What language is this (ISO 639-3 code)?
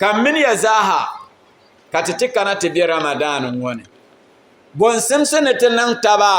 dag